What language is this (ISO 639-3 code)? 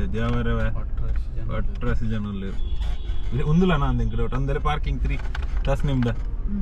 tcy